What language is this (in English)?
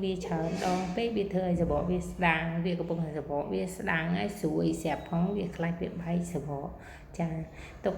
Khmer